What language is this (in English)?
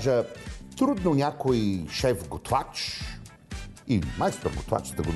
Bulgarian